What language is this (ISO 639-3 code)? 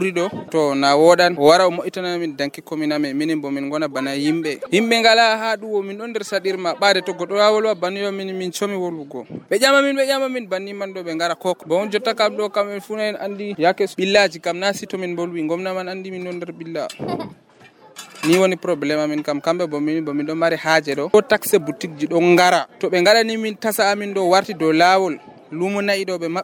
fuv